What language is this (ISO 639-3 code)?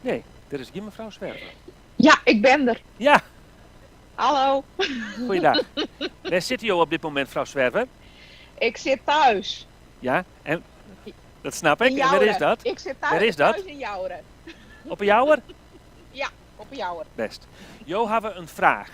fry